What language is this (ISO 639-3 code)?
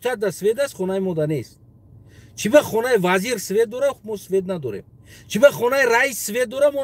tgk